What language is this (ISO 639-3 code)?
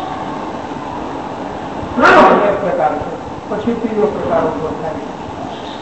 guj